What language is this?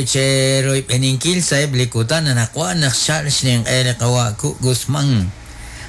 Kekchí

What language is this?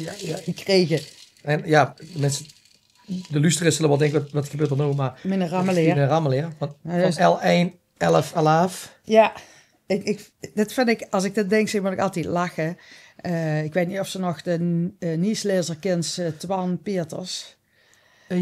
Limburgish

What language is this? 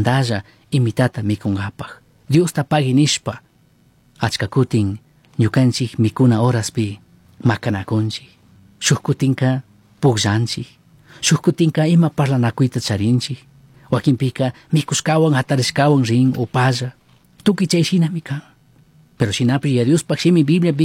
Chimborazo Highland Quichua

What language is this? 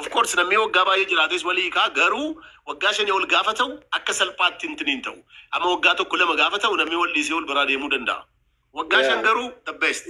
Oromo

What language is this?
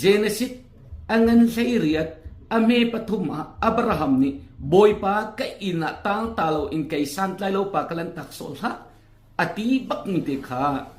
Hakha Chin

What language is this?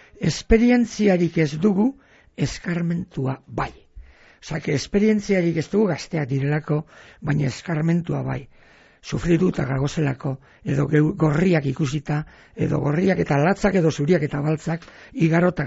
Basque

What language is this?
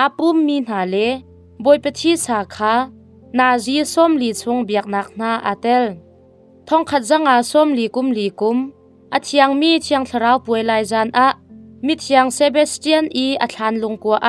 Hakha Chin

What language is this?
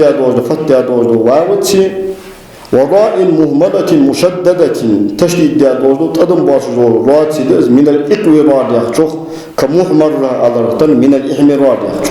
Ingush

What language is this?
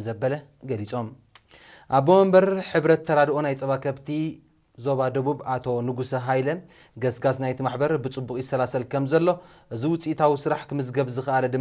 Tigrinya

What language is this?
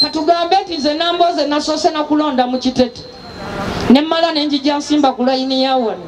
Ganda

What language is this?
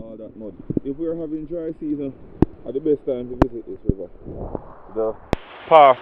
Jamaican Creole English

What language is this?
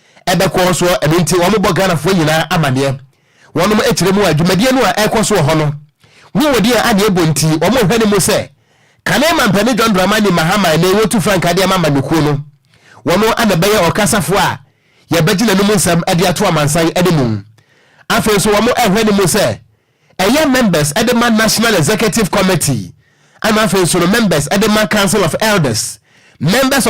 Akan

